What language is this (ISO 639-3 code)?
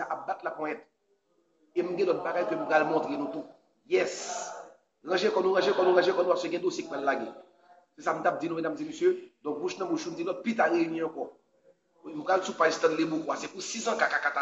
hat